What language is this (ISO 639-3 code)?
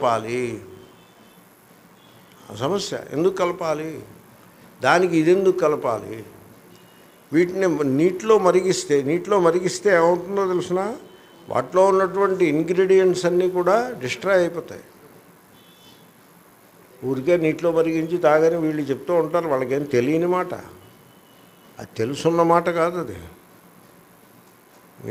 tel